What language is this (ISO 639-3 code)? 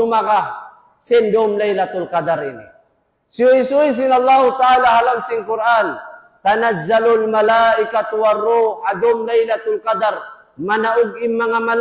tsg